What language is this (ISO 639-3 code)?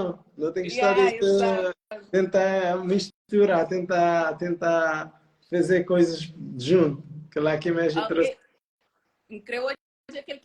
kea